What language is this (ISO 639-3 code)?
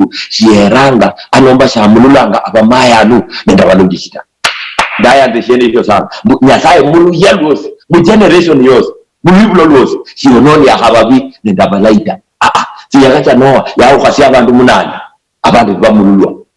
luy